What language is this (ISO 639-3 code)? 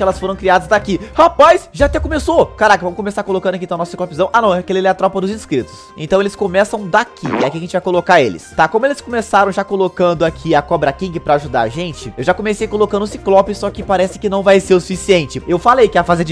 por